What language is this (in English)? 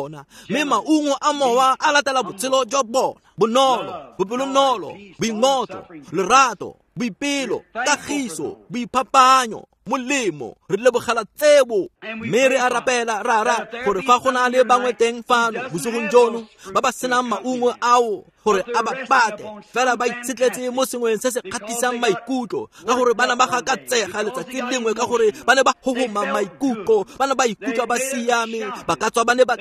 Tswana